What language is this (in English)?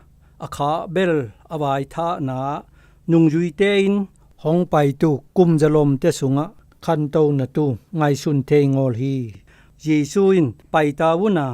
Zou